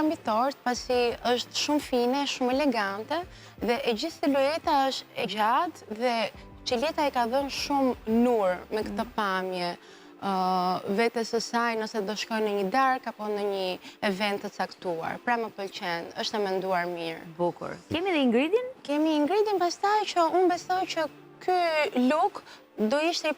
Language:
Albanian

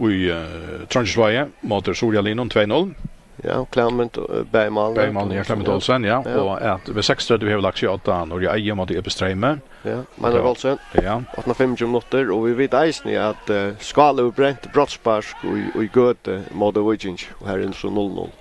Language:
Faroese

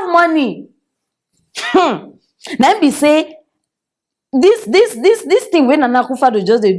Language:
Nigerian Pidgin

